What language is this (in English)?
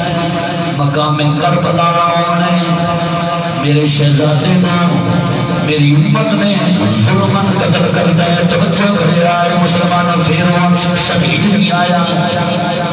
Saraiki